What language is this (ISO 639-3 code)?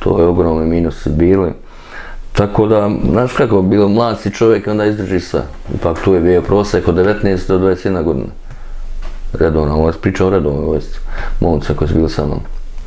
srp